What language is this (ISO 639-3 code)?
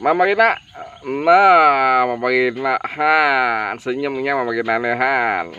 bjn